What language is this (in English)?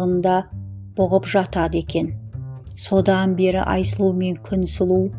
Kazakh